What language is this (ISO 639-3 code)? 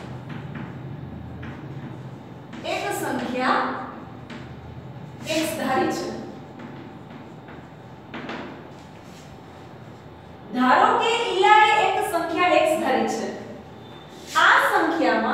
guj